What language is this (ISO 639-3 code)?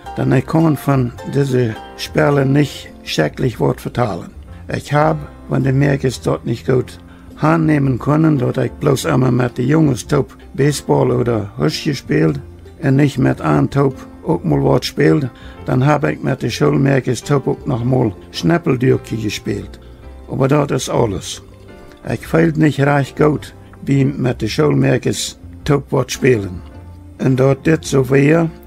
pdt